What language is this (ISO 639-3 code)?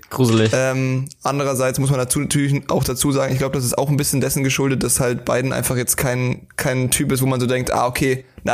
deu